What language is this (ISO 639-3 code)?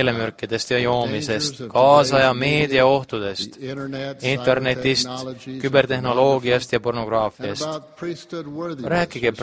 est